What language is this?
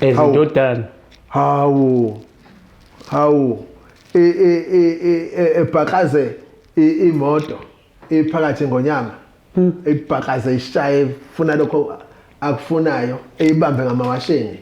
Zulu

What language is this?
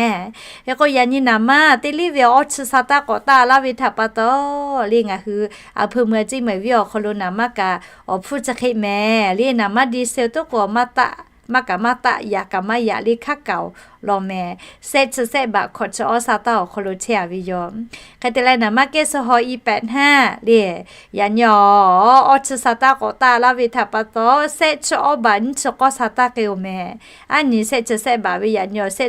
Lahu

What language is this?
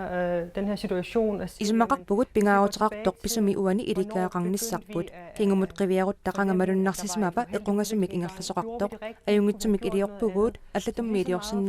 Kalaallisut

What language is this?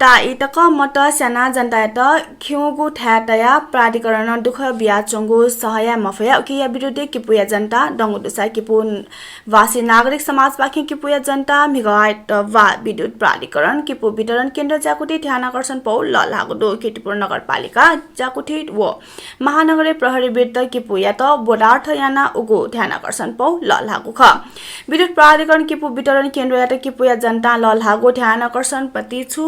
Newari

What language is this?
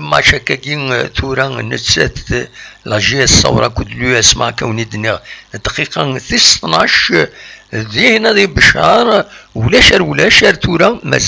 Kabyle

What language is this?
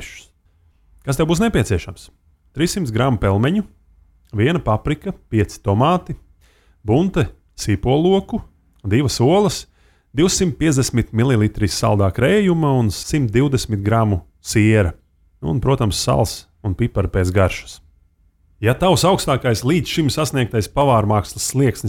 Latvian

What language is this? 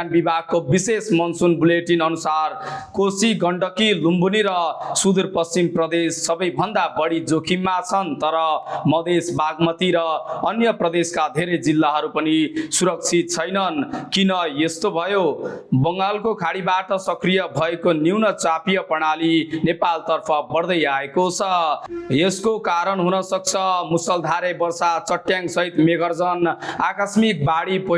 Nepali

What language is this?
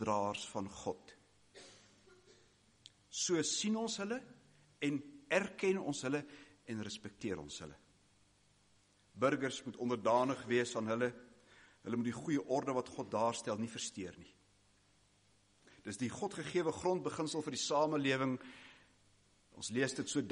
Afrikaans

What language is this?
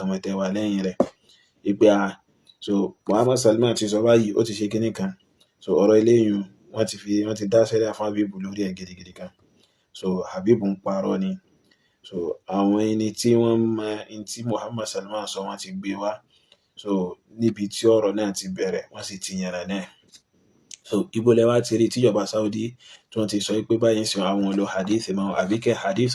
Yoruba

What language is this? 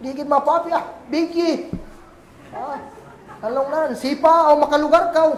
Kagan Kalagan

